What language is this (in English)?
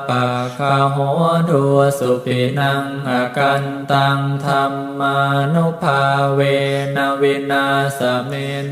Pali